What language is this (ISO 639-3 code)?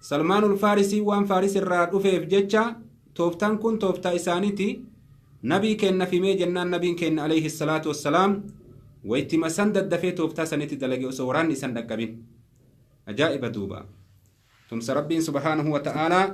orm